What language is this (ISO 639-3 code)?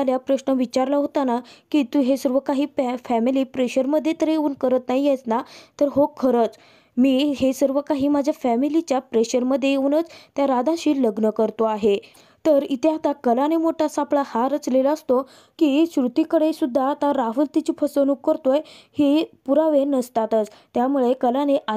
mar